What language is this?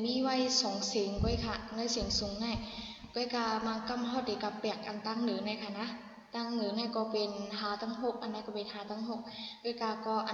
Shan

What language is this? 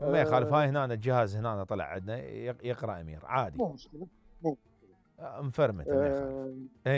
Mesopotamian Arabic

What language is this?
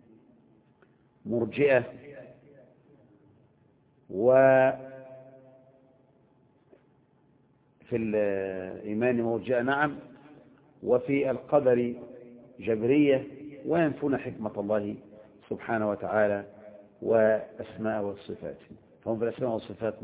Arabic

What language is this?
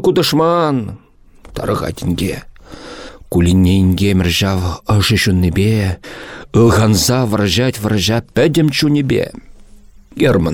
Chuvash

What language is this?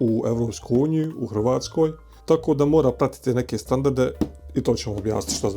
Bosnian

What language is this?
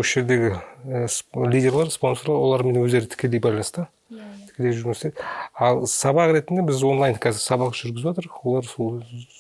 Kazakh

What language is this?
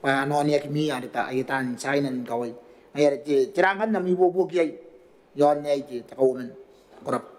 Gilbertese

